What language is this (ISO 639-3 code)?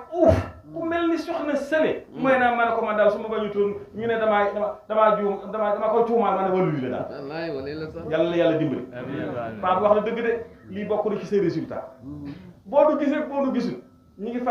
wol